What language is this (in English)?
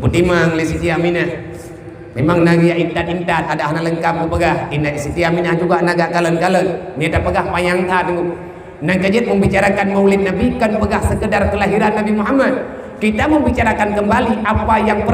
Achinese